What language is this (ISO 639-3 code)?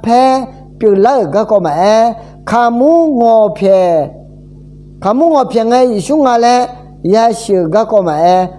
ahk